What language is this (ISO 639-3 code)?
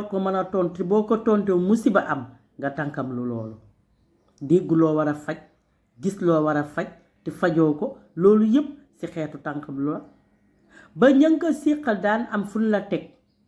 wol